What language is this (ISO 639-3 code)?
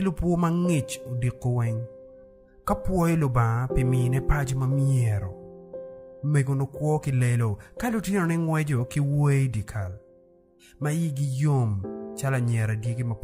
ach